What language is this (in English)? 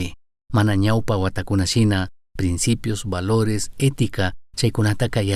Chimborazo Highland Quichua